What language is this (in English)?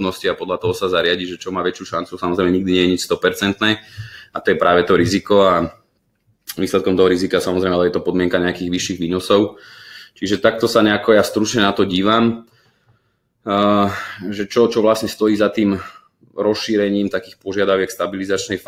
Slovak